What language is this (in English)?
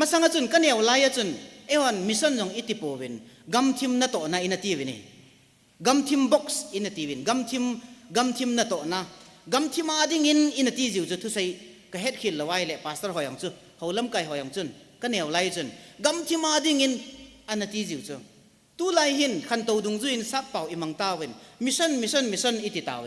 Thado Chin